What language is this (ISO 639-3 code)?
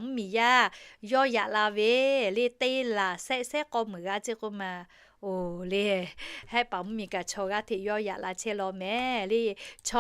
lhu